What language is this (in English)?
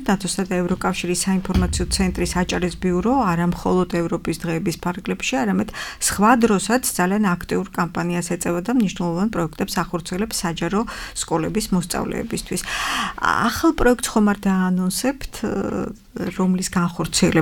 Georgian